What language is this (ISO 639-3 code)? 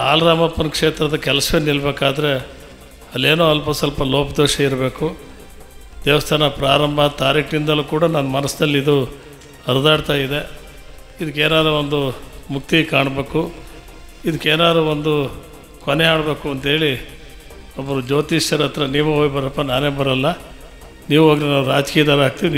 kan